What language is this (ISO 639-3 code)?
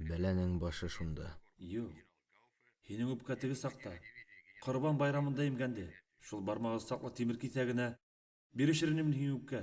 bak